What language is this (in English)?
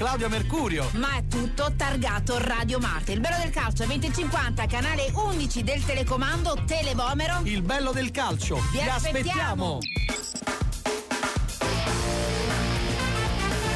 Italian